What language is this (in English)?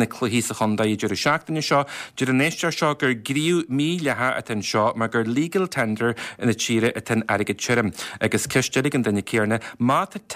Irish